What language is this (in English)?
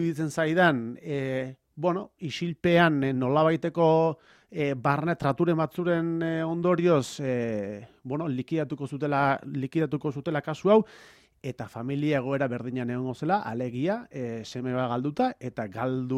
Basque